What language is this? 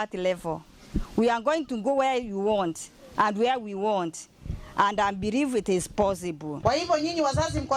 Meru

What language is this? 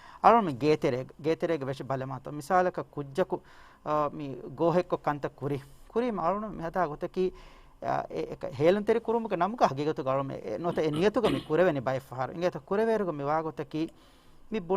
Divehi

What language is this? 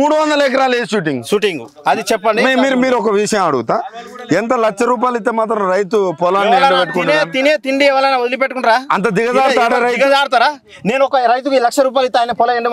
Telugu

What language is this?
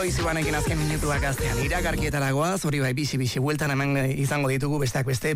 Basque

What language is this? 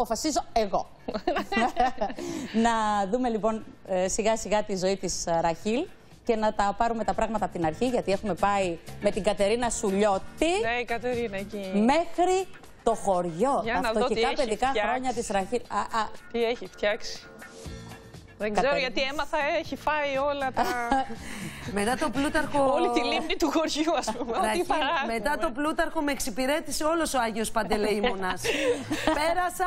Greek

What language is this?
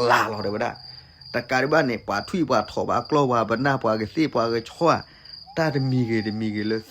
S'gaw Karen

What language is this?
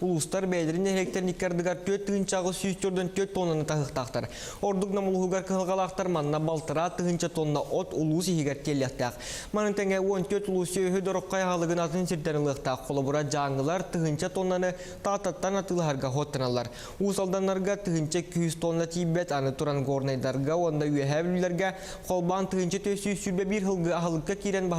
Yakut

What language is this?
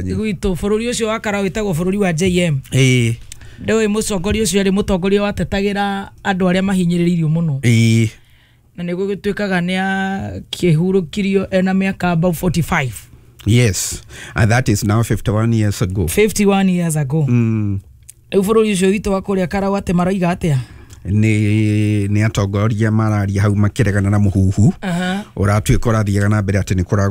Kikuyu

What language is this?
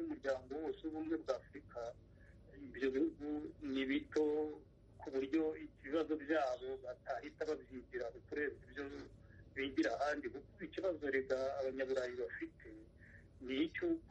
Kinyarwanda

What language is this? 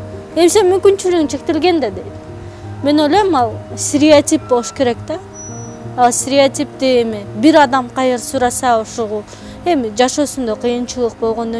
Kyrgyz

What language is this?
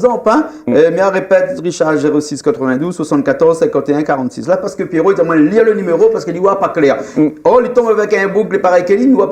Réunion Creole French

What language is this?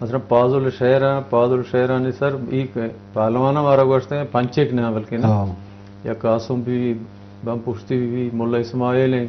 Eastern Balochi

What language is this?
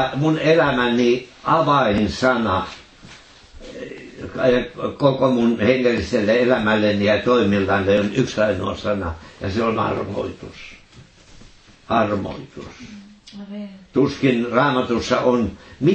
Finnish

